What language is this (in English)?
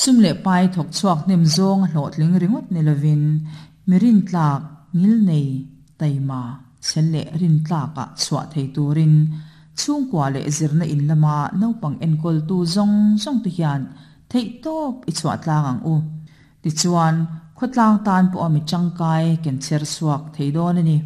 Mizo